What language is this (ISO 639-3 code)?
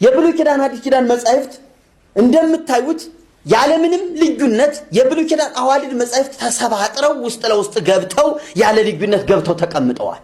amh